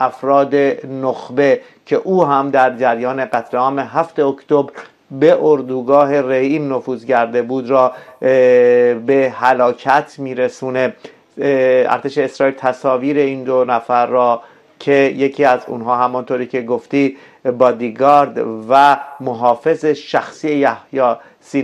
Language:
Persian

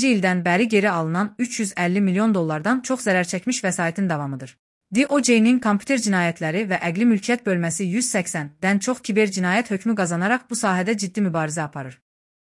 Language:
Azerbaijani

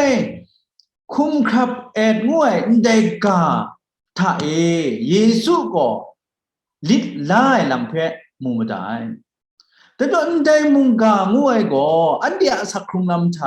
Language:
Kachin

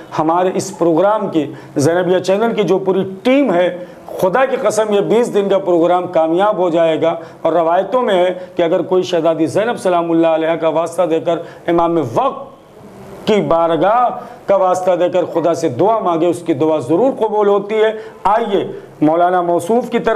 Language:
Urdu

